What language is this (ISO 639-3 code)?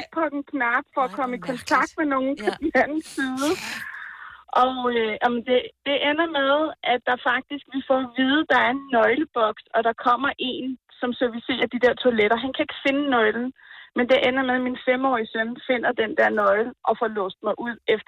dan